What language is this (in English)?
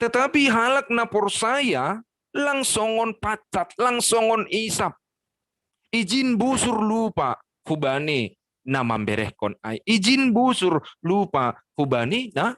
Batak Simalungun